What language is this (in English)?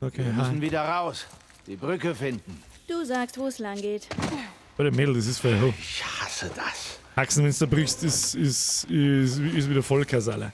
Bavarian